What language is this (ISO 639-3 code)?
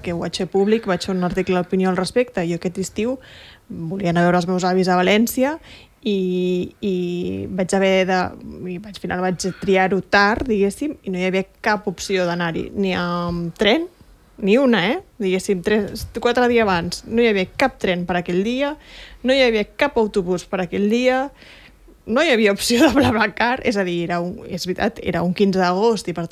cat